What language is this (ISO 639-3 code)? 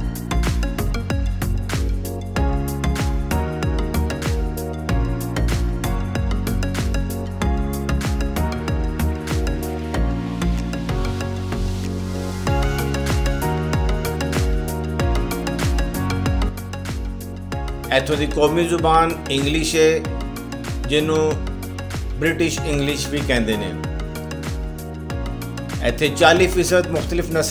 pan